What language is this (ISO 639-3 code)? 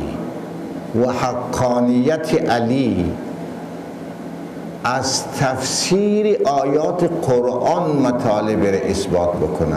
fas